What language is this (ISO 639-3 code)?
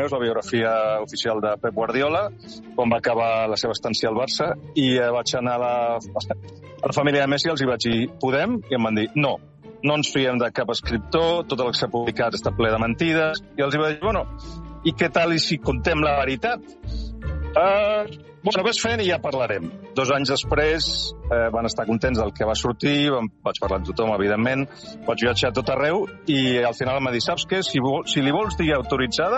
cat